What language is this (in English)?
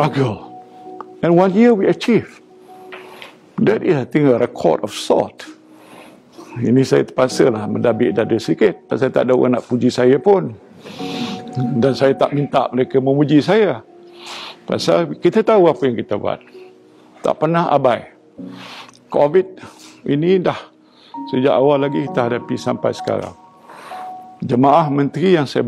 Malay